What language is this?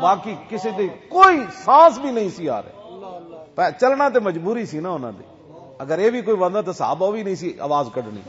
Western Panjabi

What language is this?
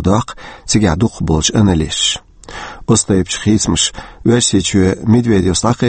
Chechen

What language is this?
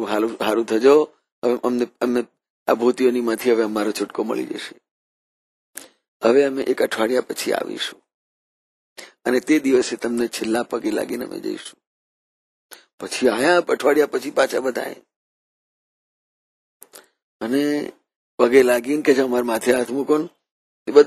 Gujarati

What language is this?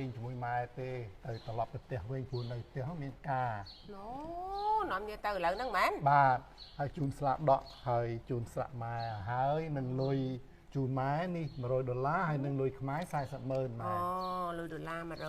Khmer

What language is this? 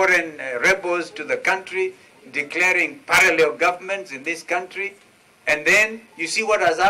Kamba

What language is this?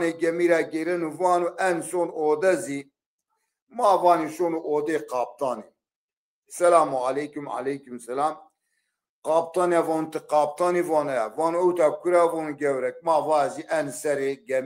Zaza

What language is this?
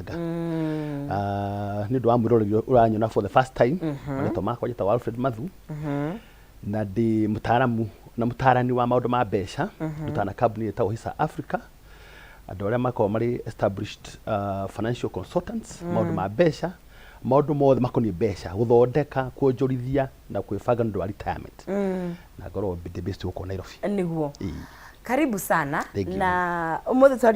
Kikuyu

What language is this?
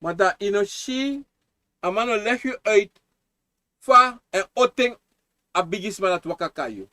Sranan Tongo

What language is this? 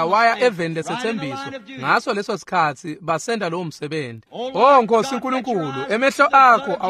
Swati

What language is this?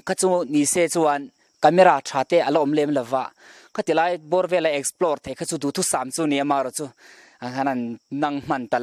Mizo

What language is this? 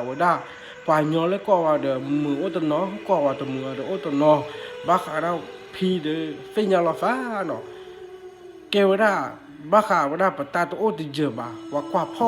S'gaw Karen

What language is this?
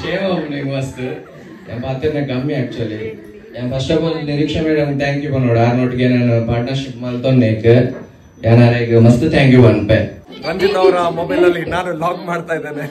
Tulu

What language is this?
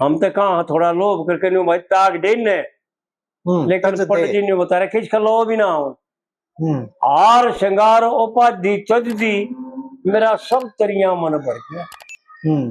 Haryanvi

